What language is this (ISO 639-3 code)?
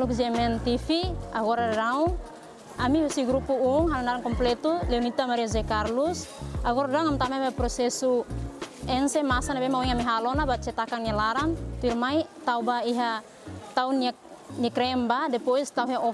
tet